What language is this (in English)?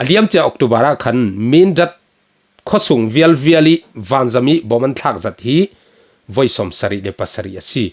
Falam Chin